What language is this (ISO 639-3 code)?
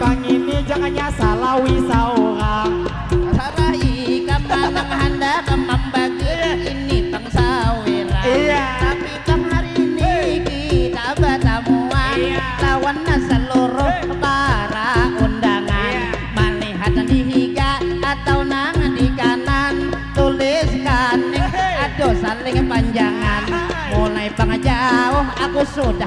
bjn